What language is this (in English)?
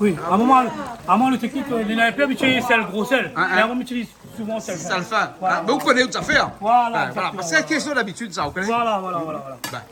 Réunion Creole French